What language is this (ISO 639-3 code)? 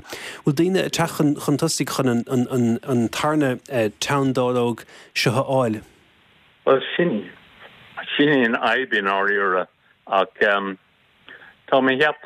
gle